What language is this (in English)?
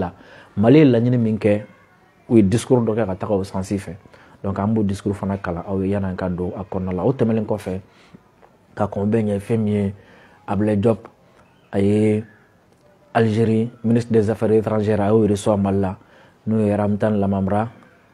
Bambara